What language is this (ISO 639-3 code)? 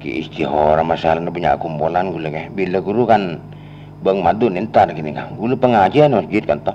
mad